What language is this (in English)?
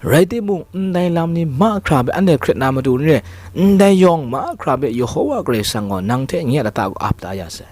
Kachin